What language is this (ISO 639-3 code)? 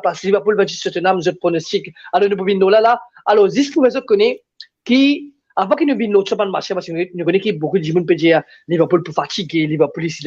mfe